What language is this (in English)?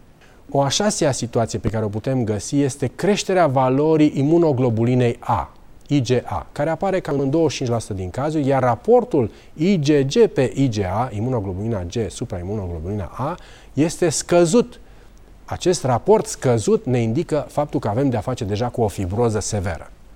Romanian